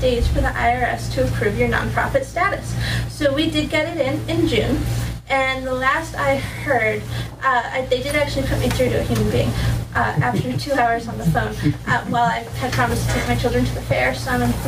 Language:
English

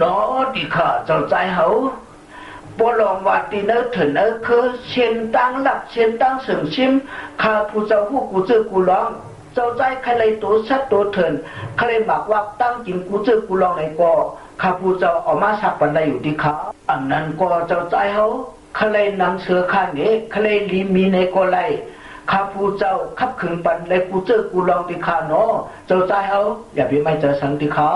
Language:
Shan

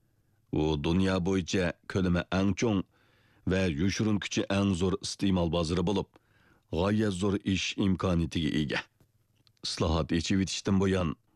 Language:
Uyghur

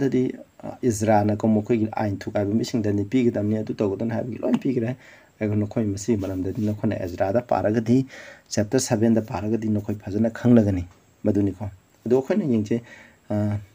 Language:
Manipuri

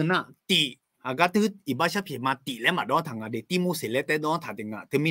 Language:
Akha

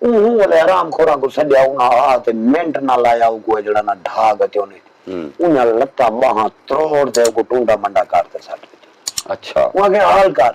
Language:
Saraiki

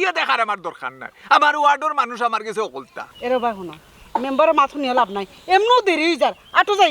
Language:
Sylheti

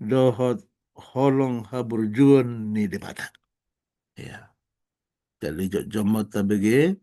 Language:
Batak Toba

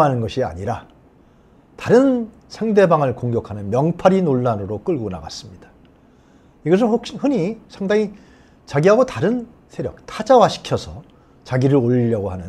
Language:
Korean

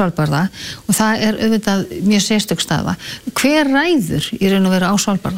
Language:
Icelandic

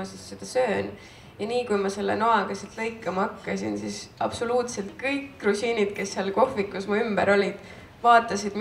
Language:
Estonian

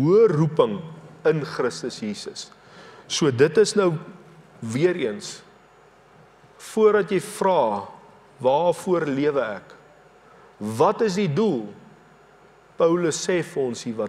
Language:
Afrikaans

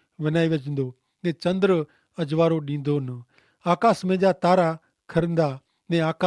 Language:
Kachhi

